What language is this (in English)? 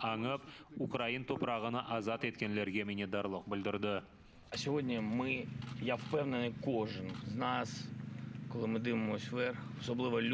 Crimean Tatar